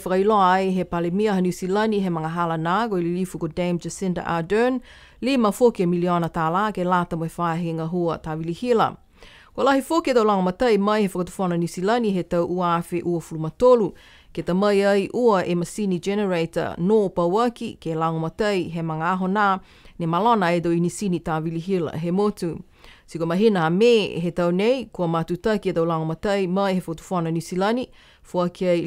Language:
Niuean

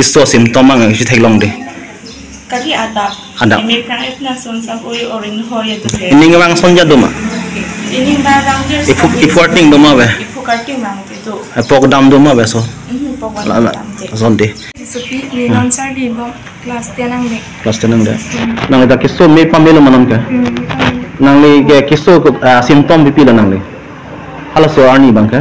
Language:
Karbi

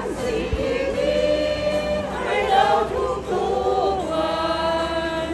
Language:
Lahu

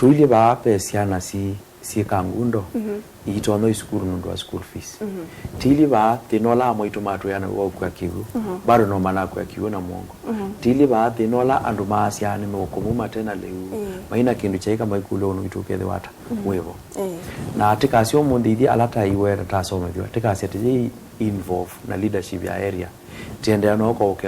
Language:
Kamba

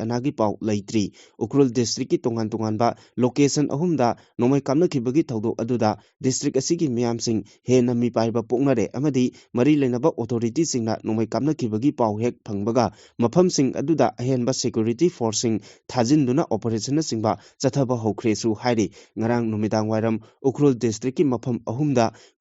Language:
Manipuri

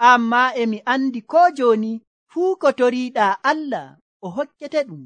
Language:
Nigerian Fulfulde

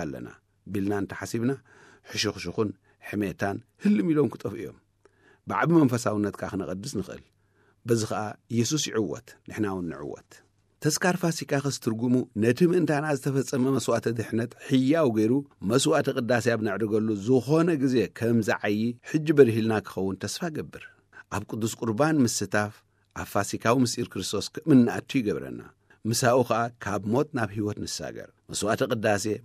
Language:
Tigrinya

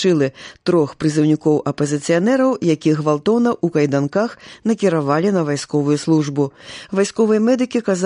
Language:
Belarusian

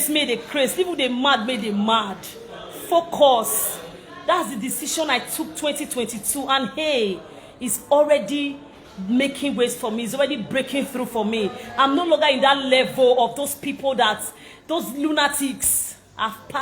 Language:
Nigerian Pidgin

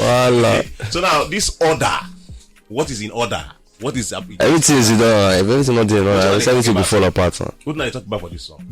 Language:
Nigerian Pidgin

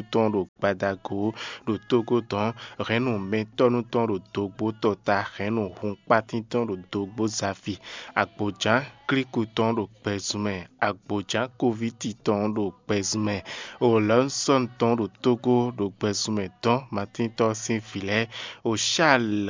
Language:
Fon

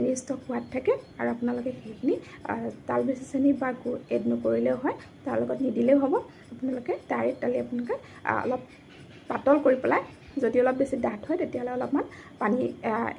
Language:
Assamese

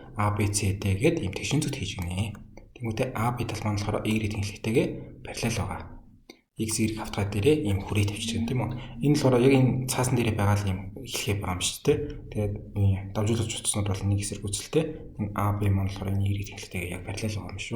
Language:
Mongolian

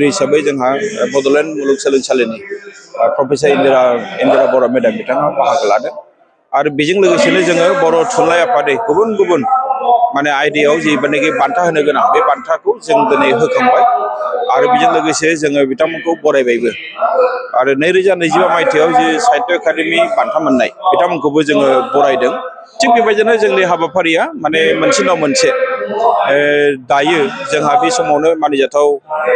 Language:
Bodo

